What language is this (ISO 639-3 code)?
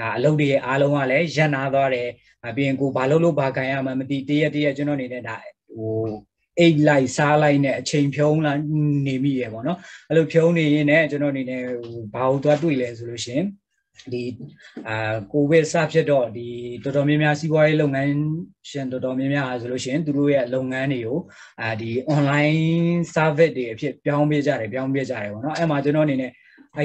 mya